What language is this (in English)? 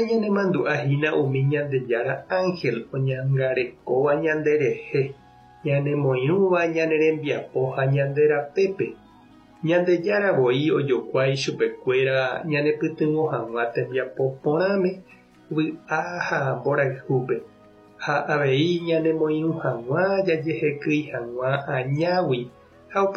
Guarani